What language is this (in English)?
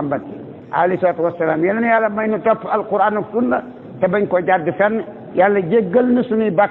Wolof